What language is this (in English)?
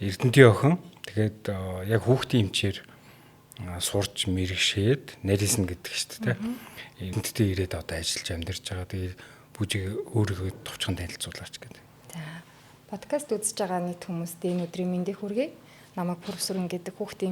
Mongolian